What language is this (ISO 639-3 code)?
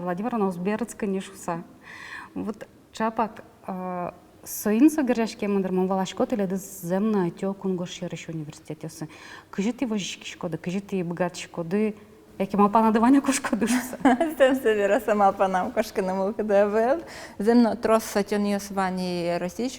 udm